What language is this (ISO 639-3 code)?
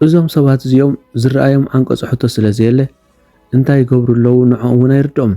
tir